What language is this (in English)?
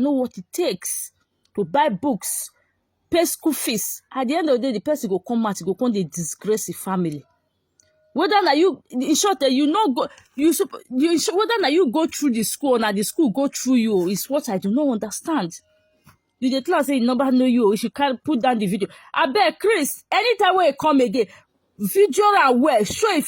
Nigerian Pidgin